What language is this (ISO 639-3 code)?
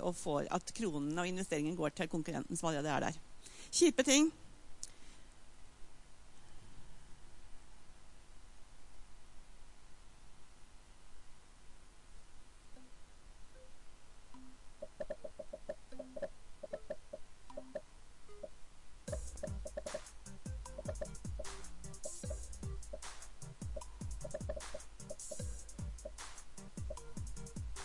nor